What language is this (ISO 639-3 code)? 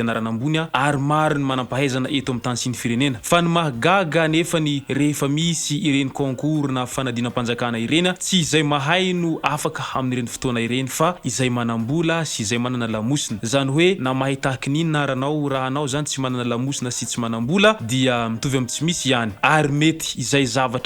mlg